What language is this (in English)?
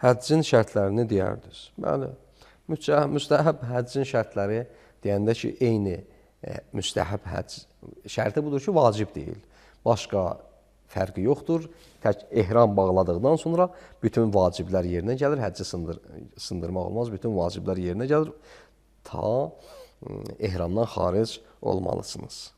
Azerbaijani